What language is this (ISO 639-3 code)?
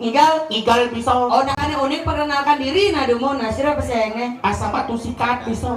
ban